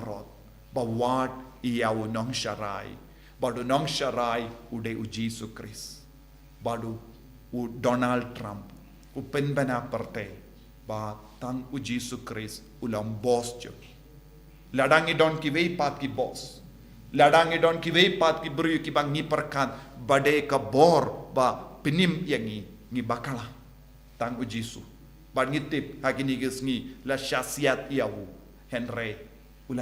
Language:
Khasi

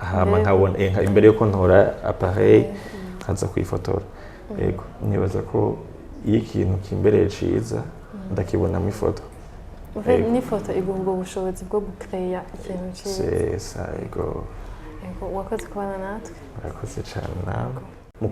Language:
Rundi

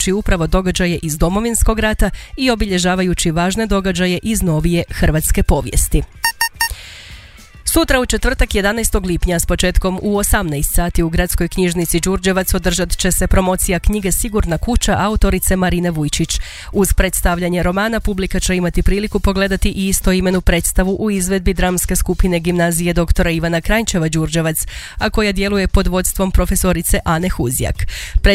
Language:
Croatian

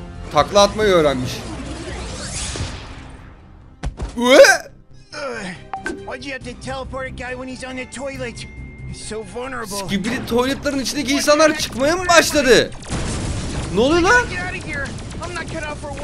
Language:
Turkish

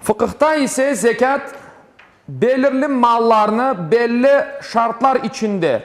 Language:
Crimean Tatar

